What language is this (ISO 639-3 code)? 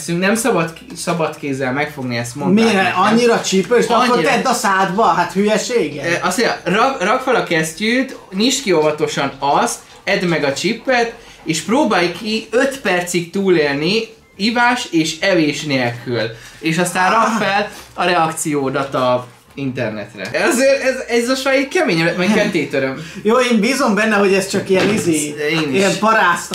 hun